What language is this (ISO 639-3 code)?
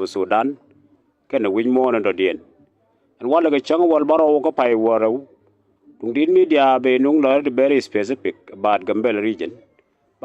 nus